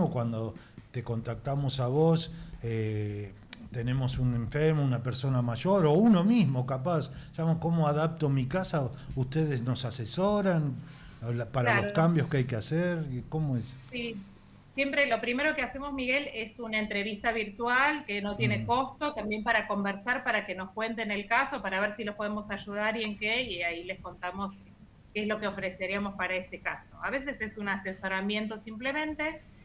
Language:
Spanish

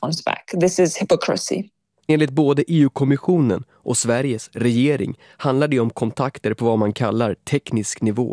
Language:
Swedish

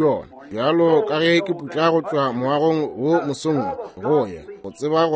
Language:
Northern Sotho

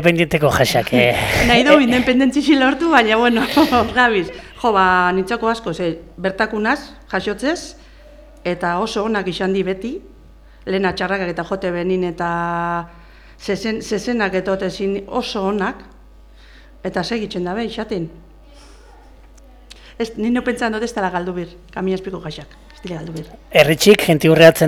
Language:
Basque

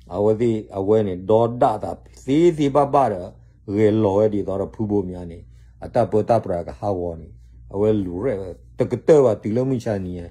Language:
S'gaw Karen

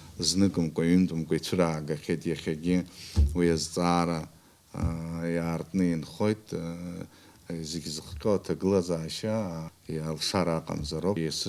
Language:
Abkhazian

